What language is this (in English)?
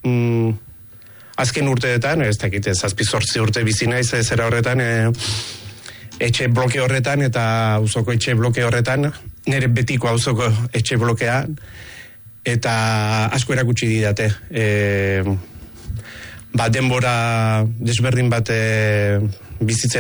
Basque